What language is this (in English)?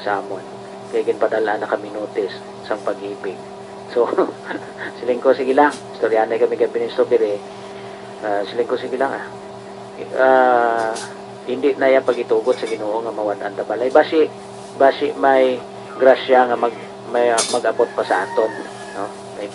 Hiligaynon